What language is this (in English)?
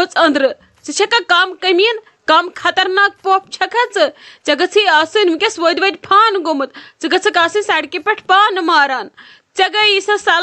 Kashmiri